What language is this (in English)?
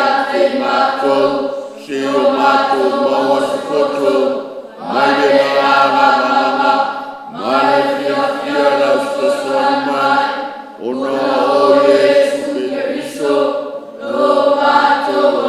Samoan